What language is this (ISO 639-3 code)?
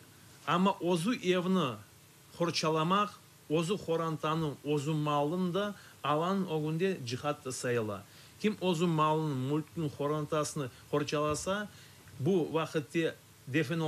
crh